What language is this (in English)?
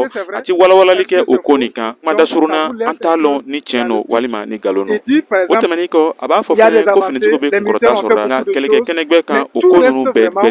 Bambara